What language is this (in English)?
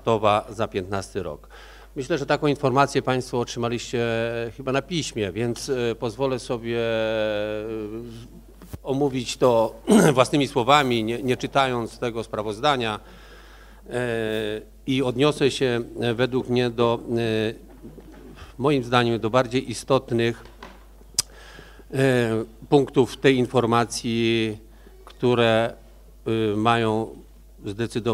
Polish